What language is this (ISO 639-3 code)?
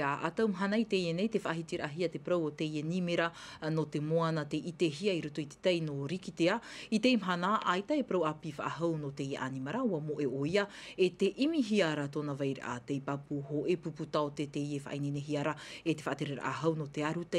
tah